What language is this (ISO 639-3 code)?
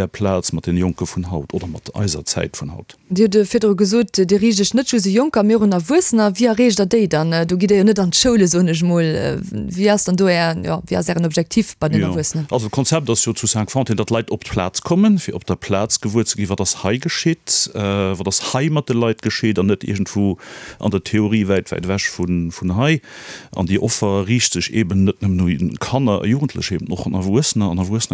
ltz